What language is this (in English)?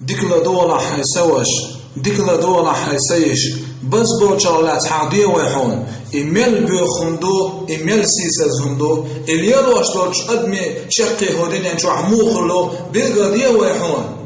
Chechen